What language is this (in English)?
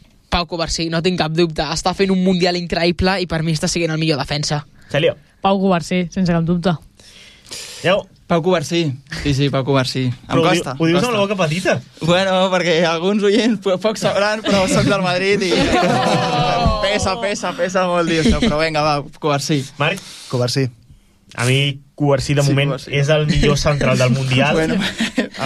Catalan